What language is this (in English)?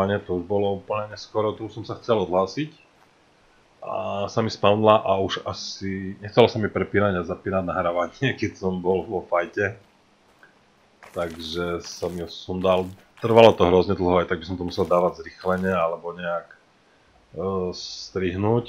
Slovak